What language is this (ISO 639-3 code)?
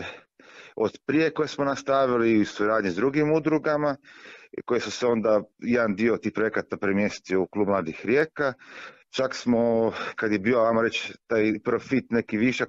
hrv